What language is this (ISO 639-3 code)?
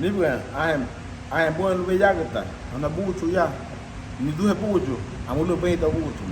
cab